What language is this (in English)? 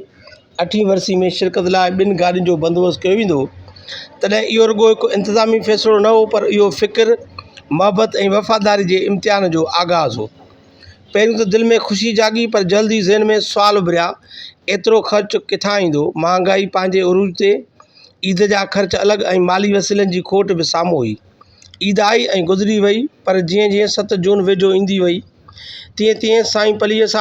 Sindhi